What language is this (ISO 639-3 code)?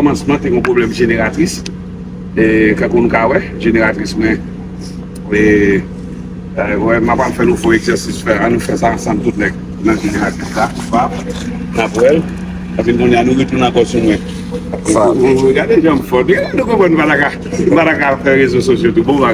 hat